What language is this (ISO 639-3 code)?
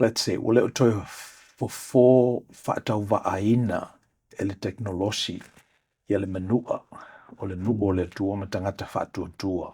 smo